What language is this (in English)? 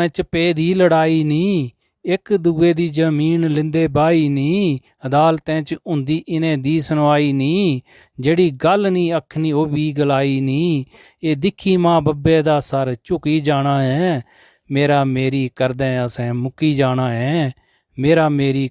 Dogri